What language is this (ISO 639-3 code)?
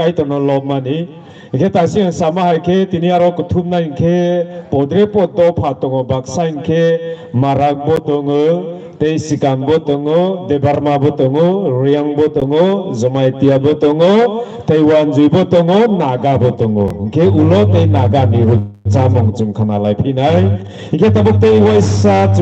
trp